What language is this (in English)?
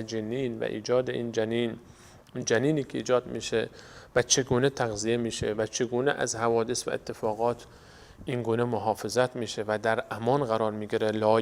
Persian